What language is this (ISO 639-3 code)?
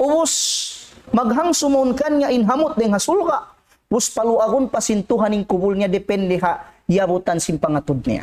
tsg